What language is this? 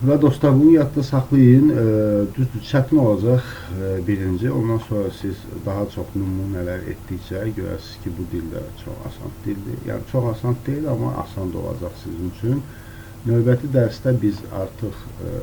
Azerbaijani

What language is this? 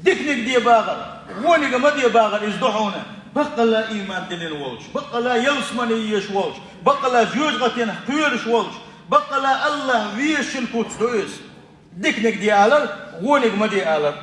Chechen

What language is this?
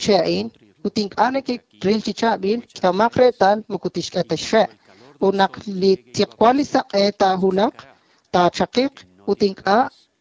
Kekchí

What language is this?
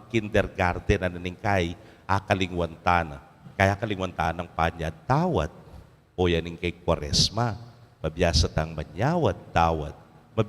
Pampanga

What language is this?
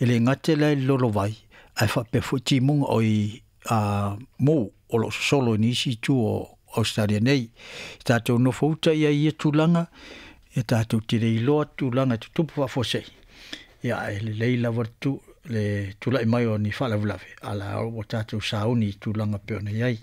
Samoan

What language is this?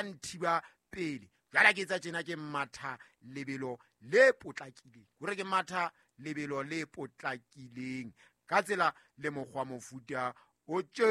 Southern Sotho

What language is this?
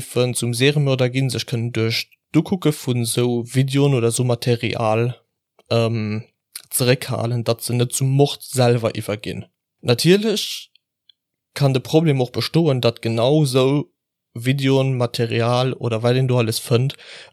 Luxembourgish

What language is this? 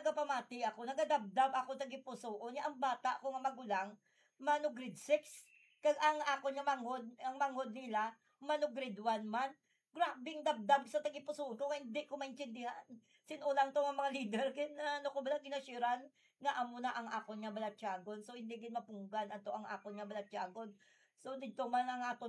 Hiligaynon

